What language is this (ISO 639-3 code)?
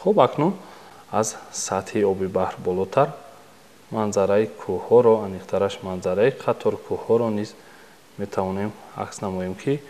tgk